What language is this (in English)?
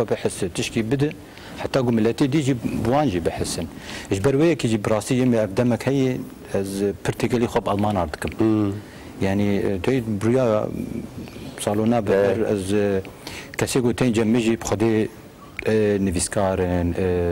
Kurdish